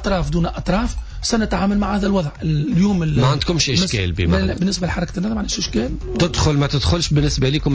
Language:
Tunisian Arabic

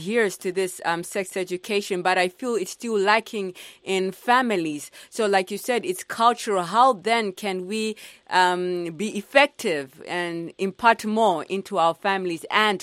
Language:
English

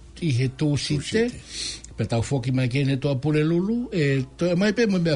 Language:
Tongan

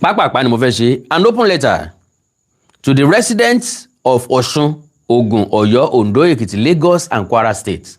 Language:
Yoruba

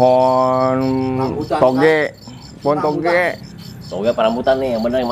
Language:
Betawi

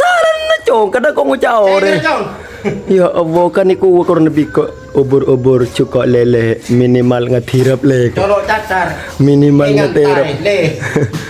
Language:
Madurese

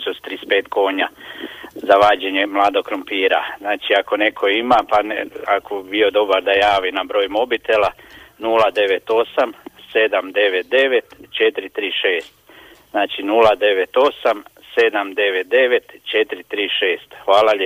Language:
Croatian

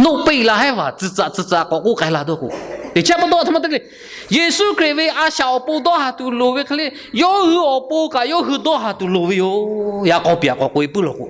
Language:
Lahu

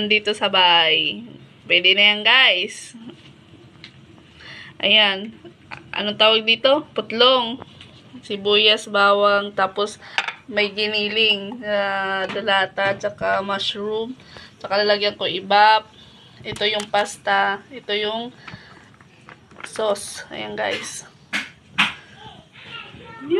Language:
Filipino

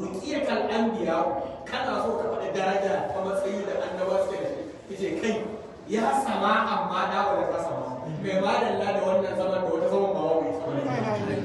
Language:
Hausa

